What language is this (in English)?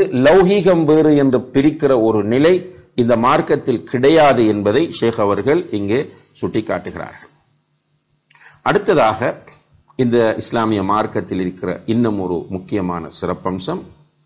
Tamil